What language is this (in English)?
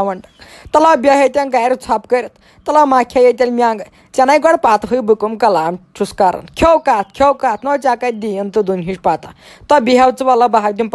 Kashmiri